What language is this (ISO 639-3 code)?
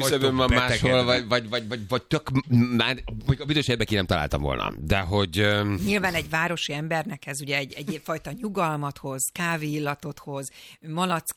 hun